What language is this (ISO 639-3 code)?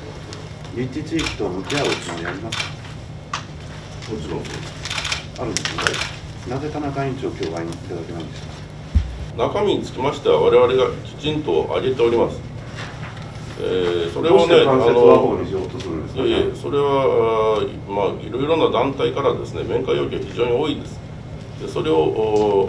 jpn